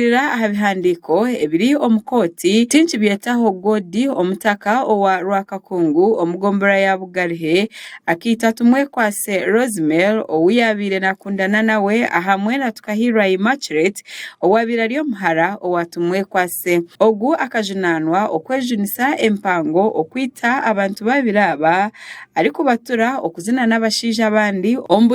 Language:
Nyankole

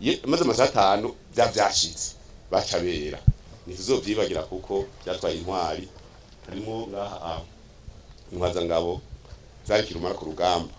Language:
Rundi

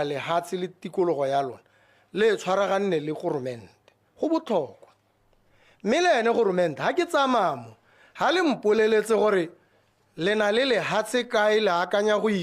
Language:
Tswana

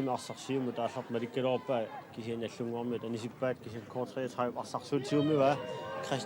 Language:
Kalaallisut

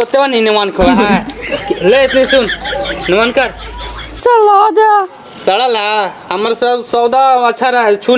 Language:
Magahi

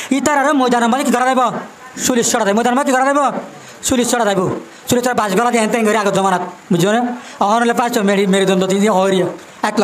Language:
Rohingya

